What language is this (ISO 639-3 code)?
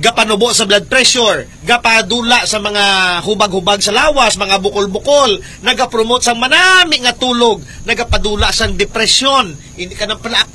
hil